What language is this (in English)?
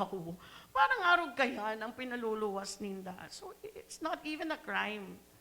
Bikol